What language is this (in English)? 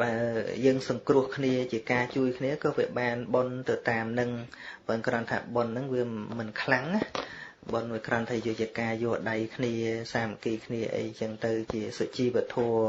Khmer